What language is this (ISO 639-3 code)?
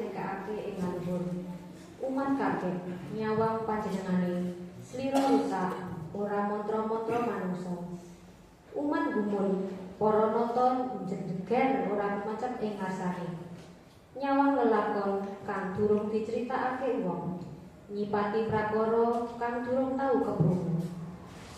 jav